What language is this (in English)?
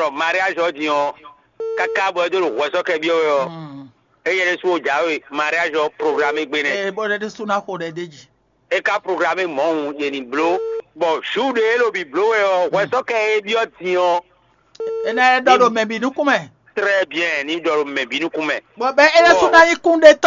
Fon